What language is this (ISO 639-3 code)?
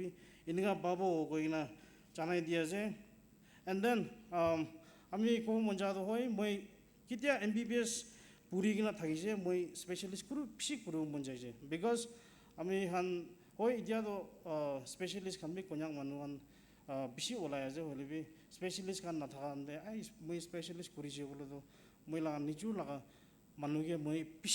nag